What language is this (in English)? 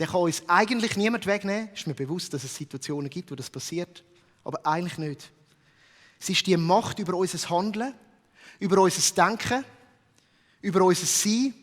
Swiss German